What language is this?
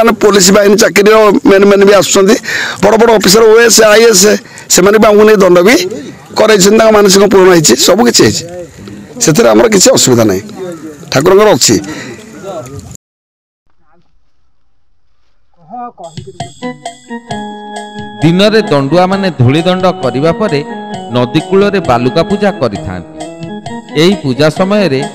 Odia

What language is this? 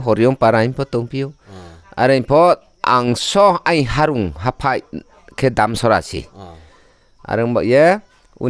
Riang (India)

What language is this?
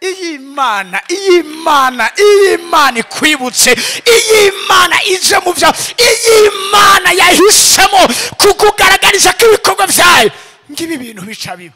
Rundi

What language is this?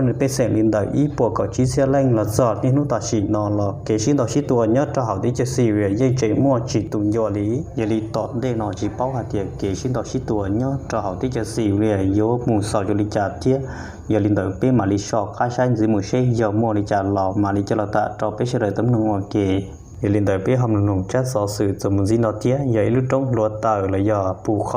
Hmong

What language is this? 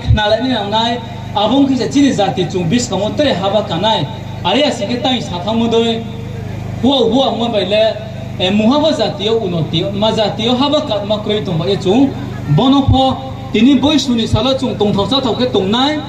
Riang (India)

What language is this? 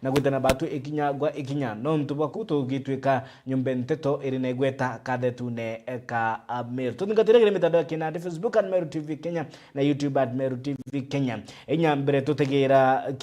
Meru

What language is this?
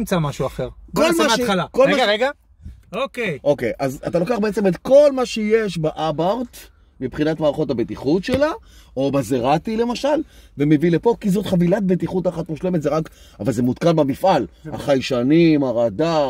Hebrew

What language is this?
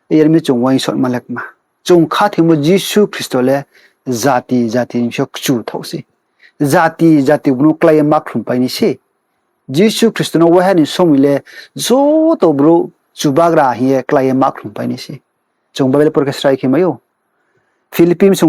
Riang (India)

